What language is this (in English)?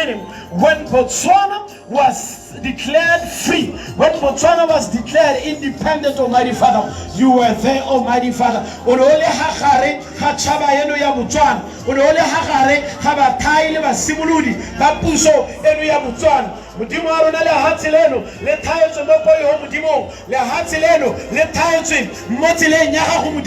Tswana